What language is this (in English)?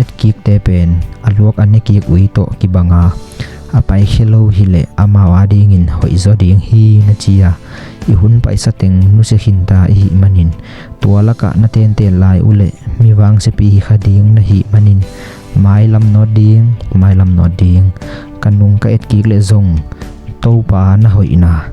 Tedim Chin